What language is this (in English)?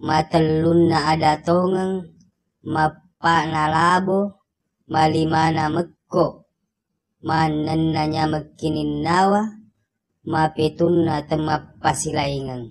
Buginese